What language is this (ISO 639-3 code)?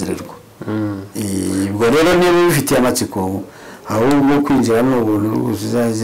kin